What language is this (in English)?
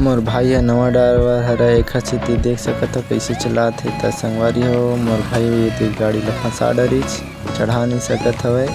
Chhattisgarhi